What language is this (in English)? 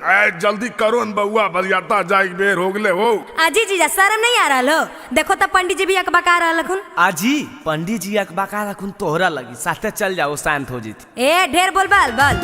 Magahi